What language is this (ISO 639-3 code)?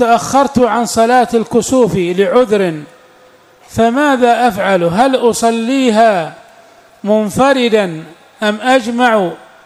ara